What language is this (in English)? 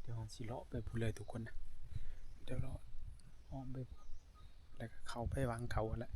Northeastern Thai